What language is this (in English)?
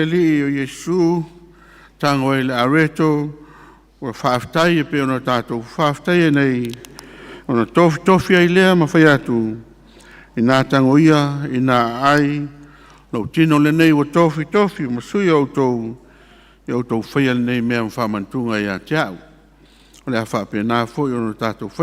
Samoan